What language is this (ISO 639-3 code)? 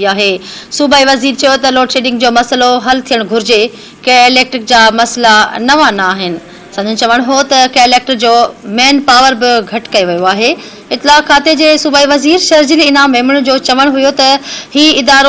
snd